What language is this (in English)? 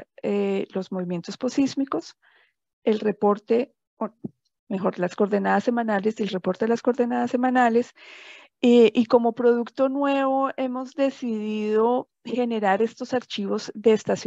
Spanish